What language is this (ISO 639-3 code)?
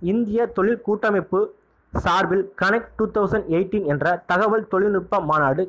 tam